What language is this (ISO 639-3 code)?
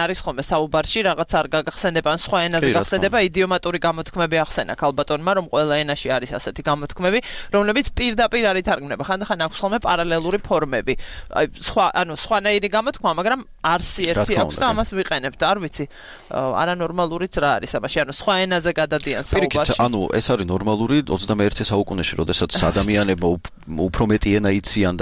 kat